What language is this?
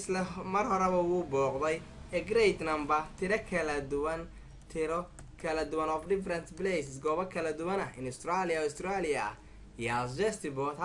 Somali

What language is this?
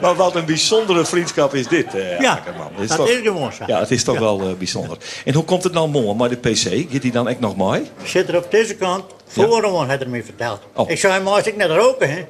Western Frisian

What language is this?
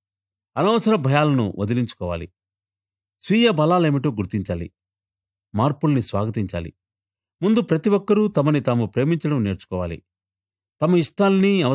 Telugu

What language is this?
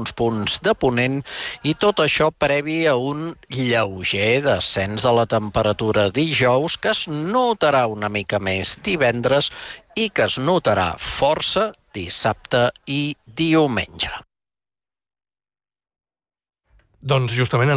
Catalan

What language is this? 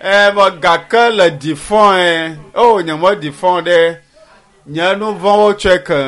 Ewe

